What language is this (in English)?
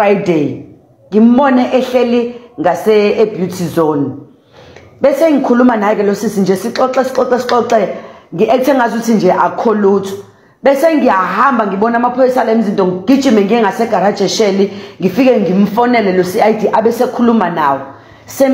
Zulu